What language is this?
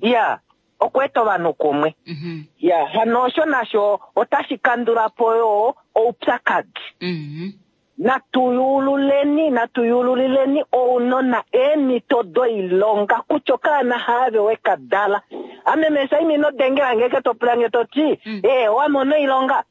Kuanyama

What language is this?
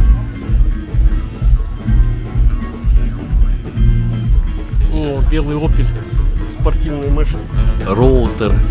Russian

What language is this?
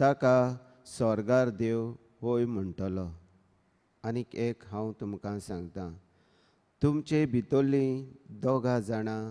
Konkani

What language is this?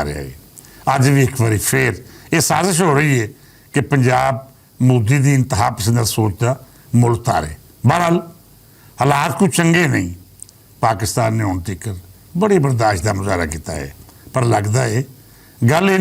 Western Panjabi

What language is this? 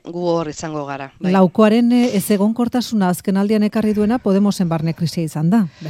Basque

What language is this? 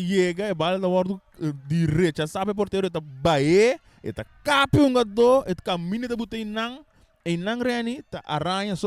Papiamento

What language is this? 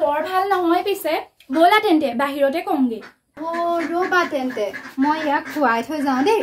Assamese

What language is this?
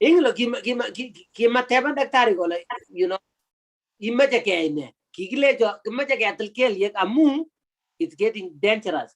Kalenjin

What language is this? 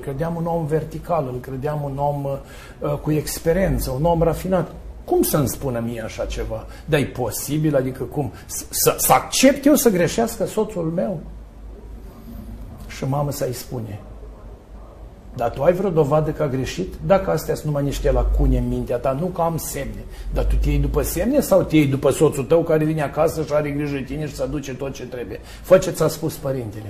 Romanian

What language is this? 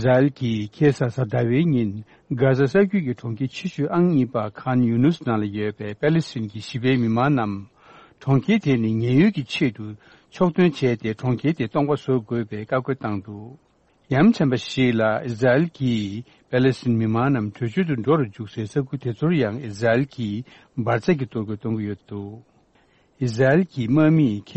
Tibetan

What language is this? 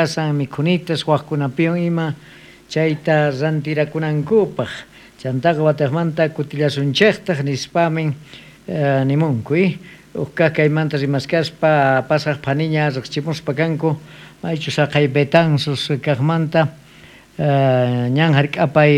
South Bolivian Quechua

